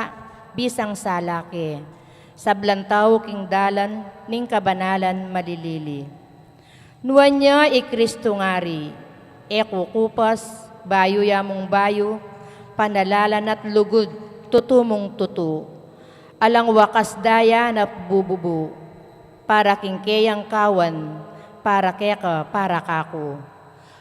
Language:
Pampanga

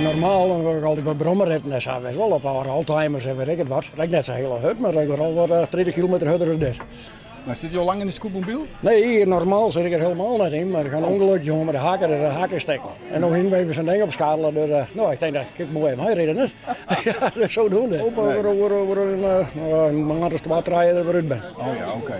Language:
Western Frisian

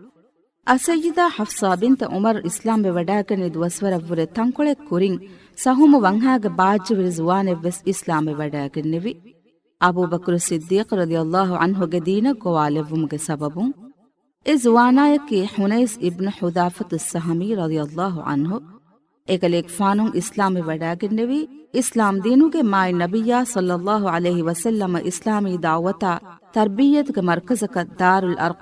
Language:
Divehi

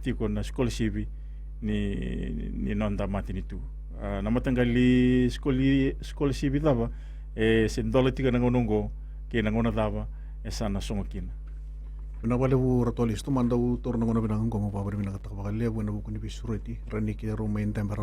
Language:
Fijian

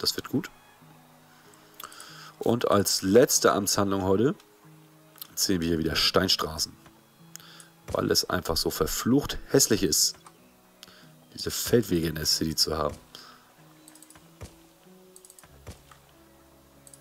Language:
German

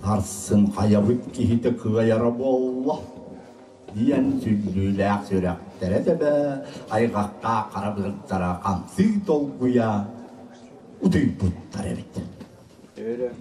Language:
Yakut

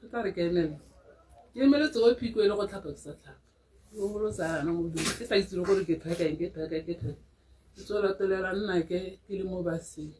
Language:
Tswana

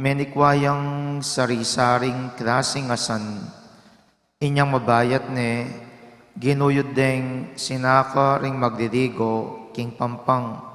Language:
Pampanga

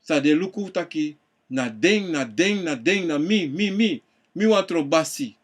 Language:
Sranan Tongo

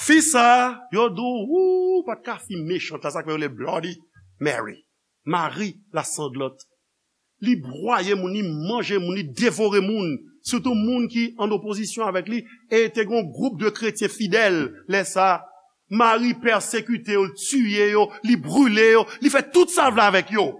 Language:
Haitian Creole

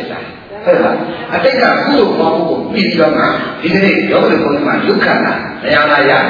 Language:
Burmese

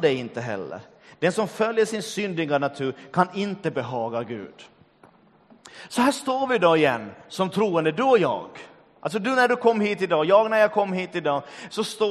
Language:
Swedish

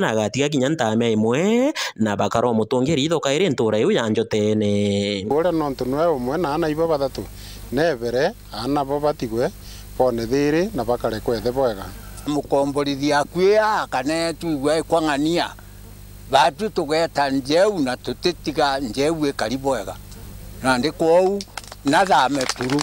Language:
Meru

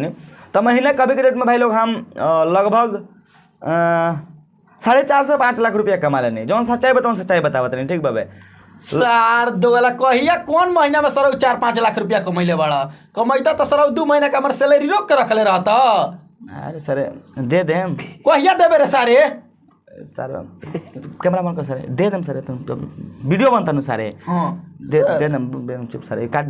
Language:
Bhojpuri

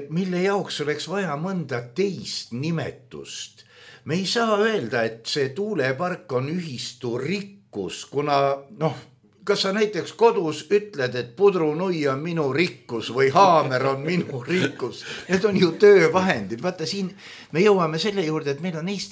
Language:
Estonian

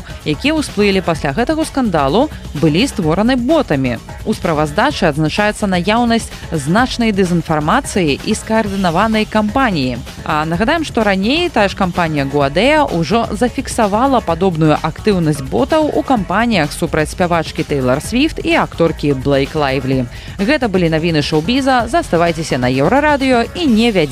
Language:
Belarusian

